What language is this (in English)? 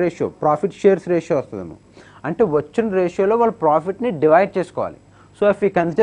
Telugu